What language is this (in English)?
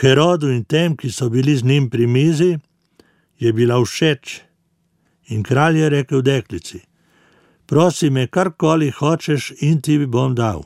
Slovenian